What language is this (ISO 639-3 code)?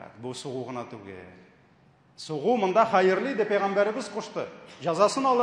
tat